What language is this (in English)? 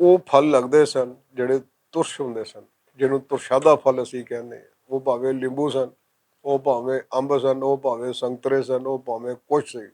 Western Panjabi